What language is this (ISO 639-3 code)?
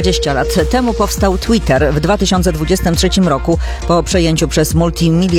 pol